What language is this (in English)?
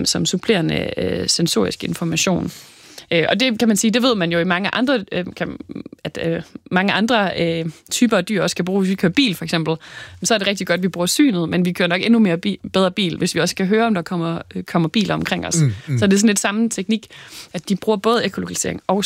Danish